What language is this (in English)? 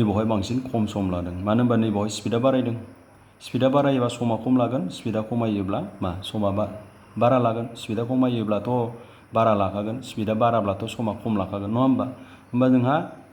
Bodo